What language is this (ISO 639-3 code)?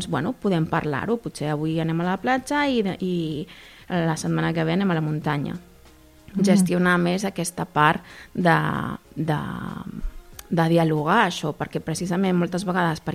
cat